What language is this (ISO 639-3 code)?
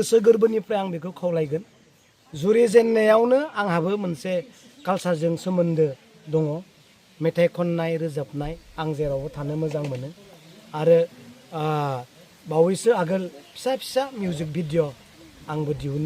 brx